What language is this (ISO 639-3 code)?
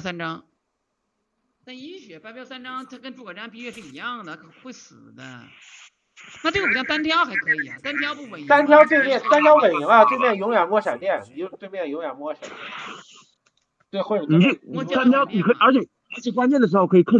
zho